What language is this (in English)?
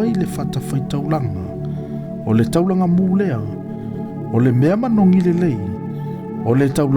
Samoan